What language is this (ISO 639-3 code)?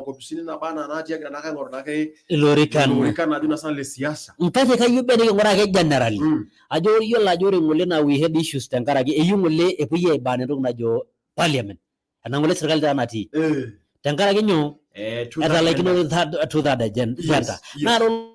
mas